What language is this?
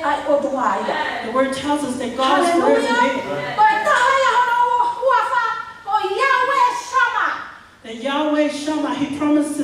Tongan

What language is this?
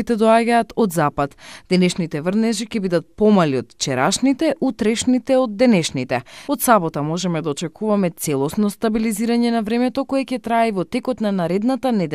Macedonian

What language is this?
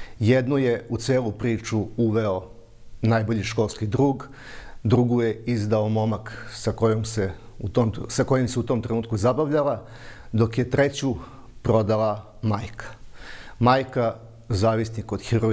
Serbian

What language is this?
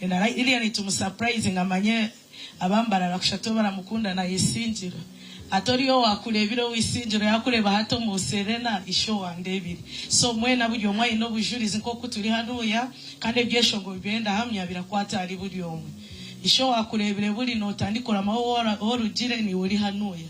Nyankole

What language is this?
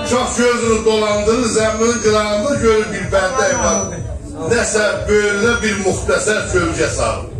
South Azerbaijani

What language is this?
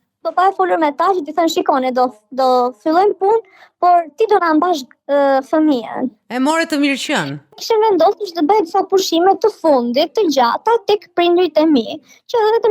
Albanian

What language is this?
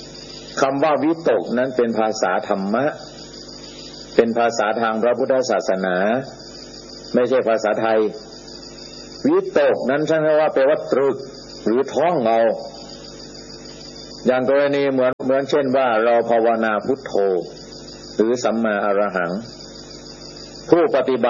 Thai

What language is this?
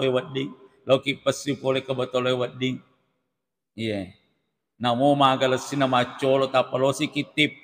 Buginese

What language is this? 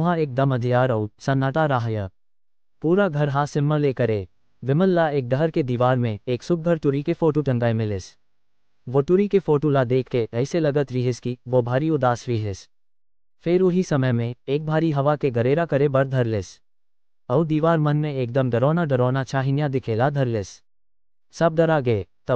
Chhattisgarhi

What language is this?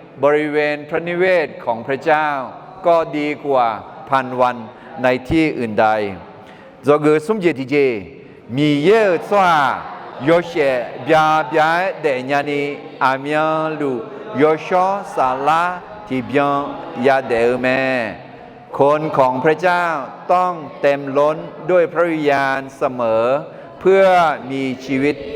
Akha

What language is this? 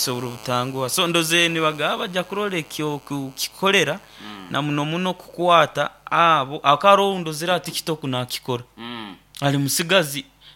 Nyoro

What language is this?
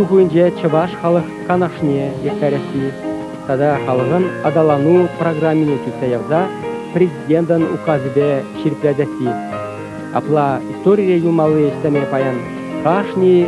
Chuvash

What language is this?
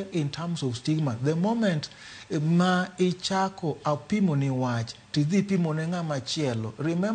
Luo (Kenya and Tanzania)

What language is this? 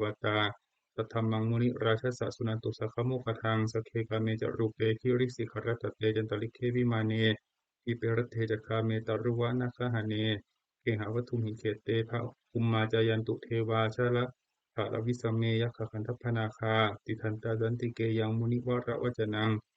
Pali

